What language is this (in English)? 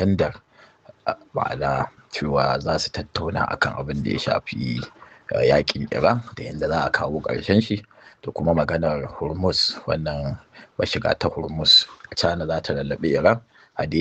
Hausa